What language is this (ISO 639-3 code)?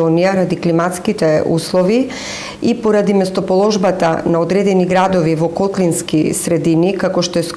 mkd